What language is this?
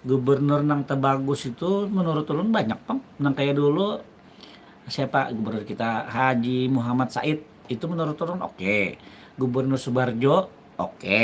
Banjar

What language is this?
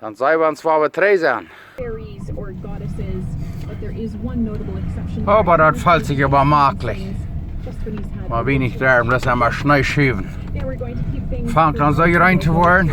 Plautdietsch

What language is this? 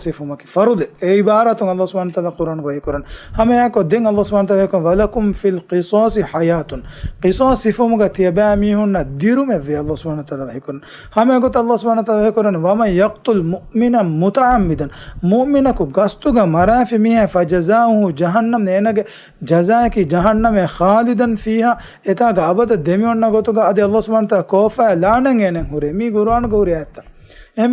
Divehi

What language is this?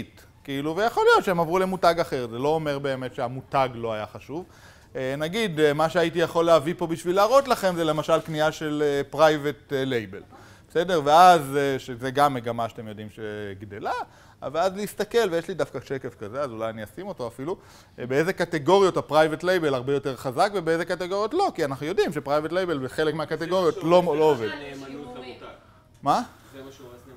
Hebrew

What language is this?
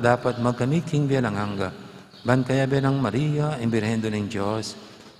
Pampanga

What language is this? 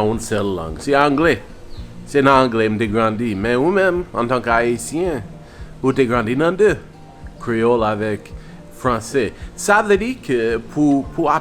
Haitian Creole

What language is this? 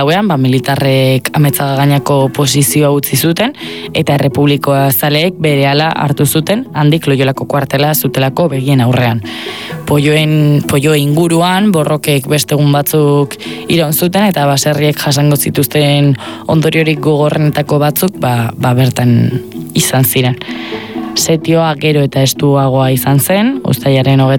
Basque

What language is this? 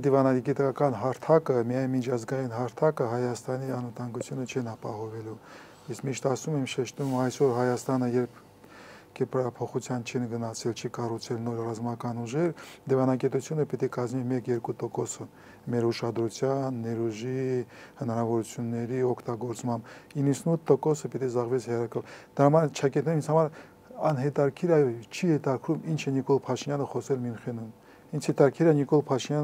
Armenian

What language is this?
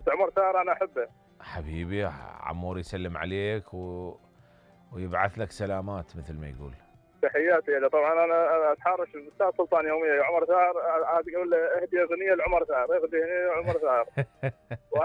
Mesopotamian Arabic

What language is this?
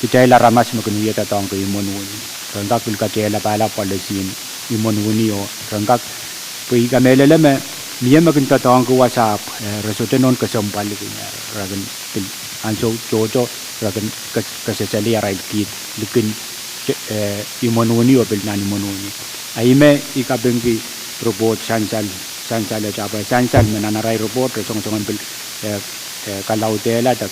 Pohnpeian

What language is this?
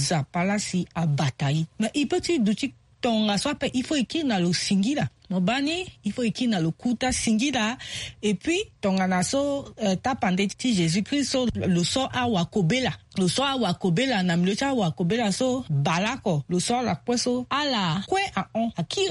Sango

